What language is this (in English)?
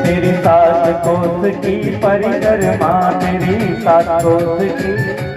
Dogri